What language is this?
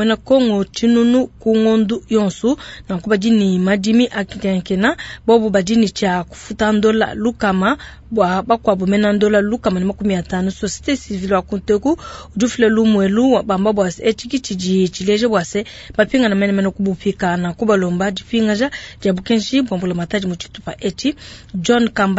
Luba-Lulua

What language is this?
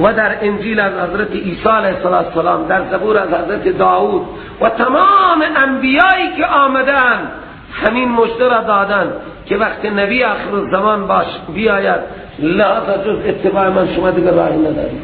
Persian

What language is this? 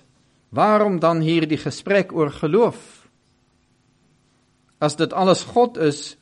Afrikaans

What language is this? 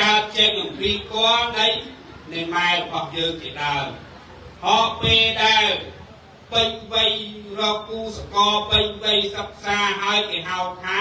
Khmer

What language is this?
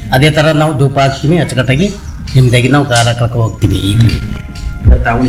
Kannada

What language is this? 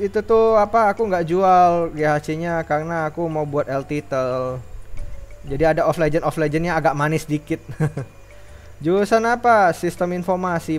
Indonesian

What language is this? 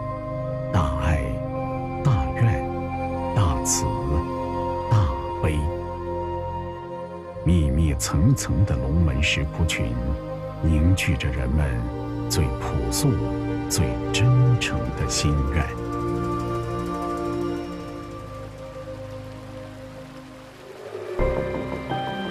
Chinese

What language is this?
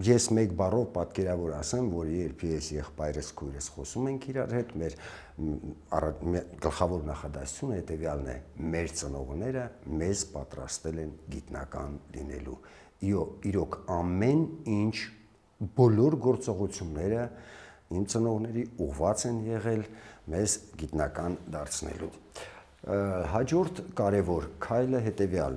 Armenian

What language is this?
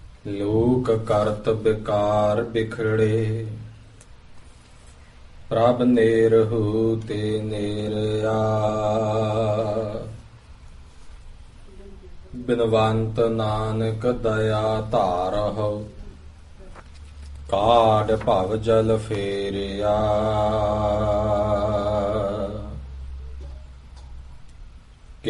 Punjabi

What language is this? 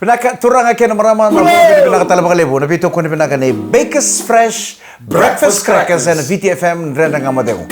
Fijian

